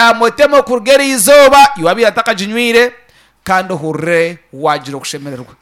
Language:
Nyankole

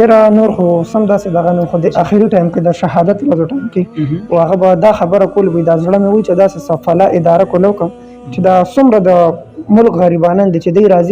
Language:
Pashto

